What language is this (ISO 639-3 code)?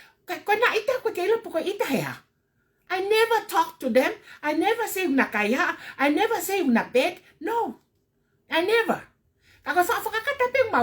ton